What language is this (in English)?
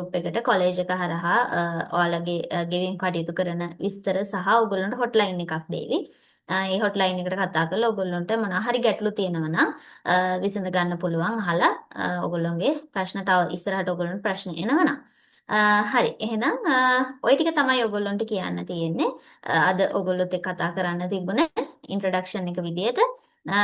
Sinhala